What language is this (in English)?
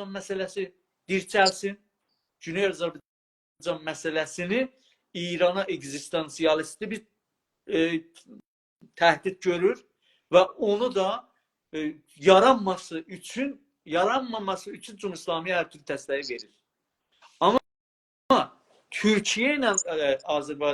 South Azerbaijani